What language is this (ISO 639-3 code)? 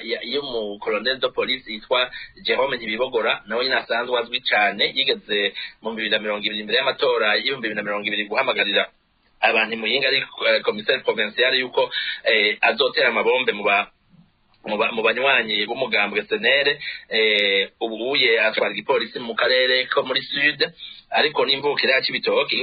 run